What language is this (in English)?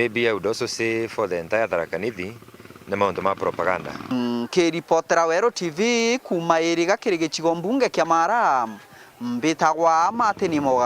Meru